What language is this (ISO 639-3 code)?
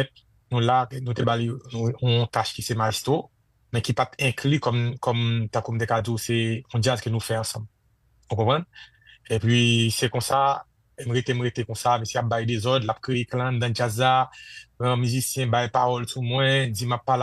hat